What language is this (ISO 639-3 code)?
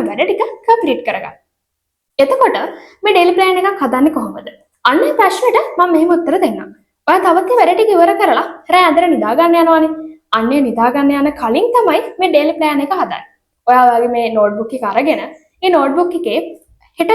sin